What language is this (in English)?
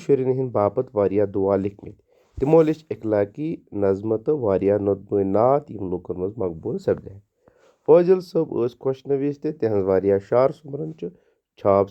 Kashmiri